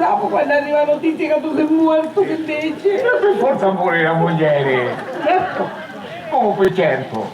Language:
Sicilian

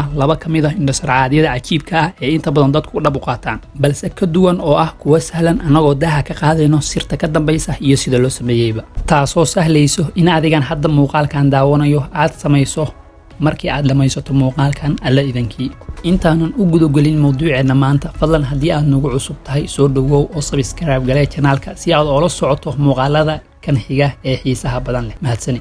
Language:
Somali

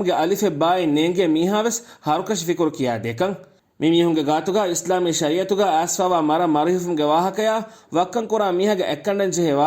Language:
Divehi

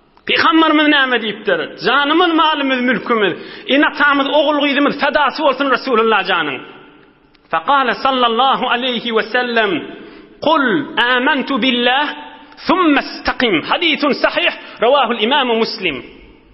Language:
Turkmen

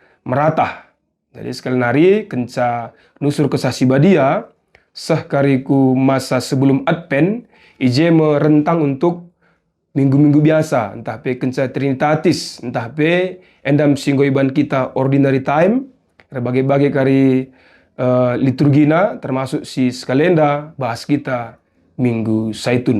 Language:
Batak Karo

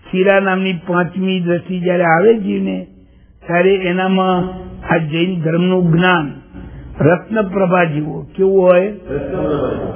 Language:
Gujarati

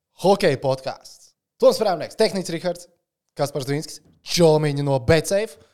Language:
Latvian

